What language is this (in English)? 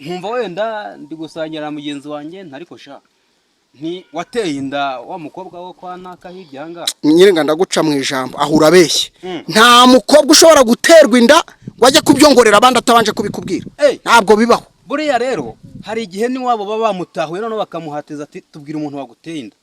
Kinyarwanda